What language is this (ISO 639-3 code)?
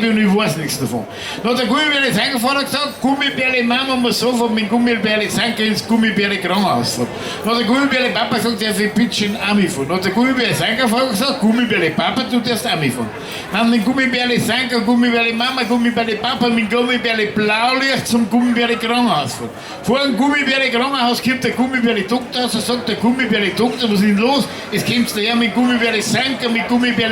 bar